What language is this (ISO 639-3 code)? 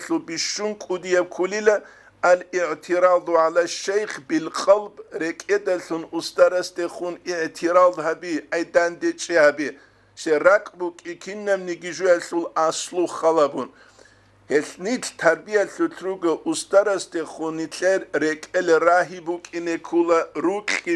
ava